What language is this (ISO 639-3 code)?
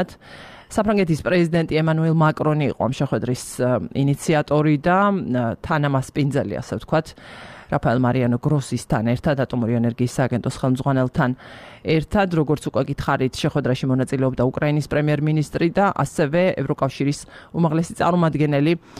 kat